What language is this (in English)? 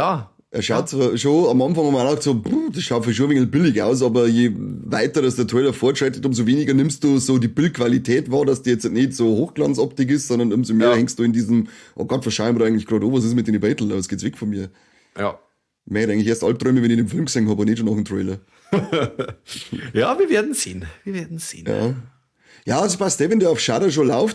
Bavarian